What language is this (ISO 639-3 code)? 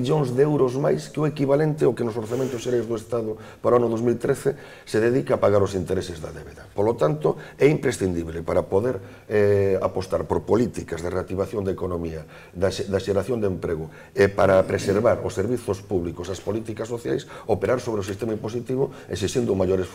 glg